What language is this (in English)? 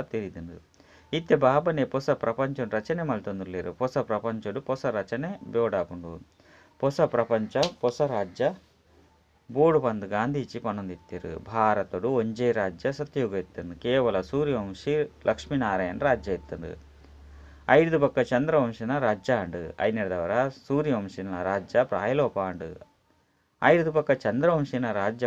Tulu